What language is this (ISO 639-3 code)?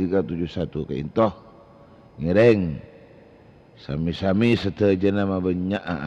mad